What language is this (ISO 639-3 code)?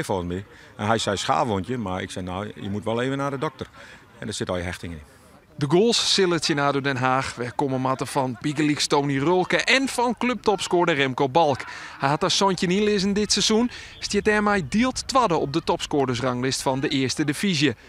fry